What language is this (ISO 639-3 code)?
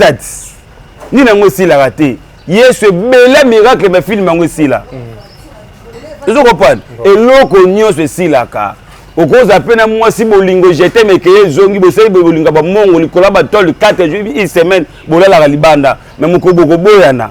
lin